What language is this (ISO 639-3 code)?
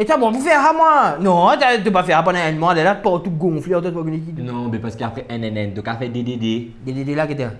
mfe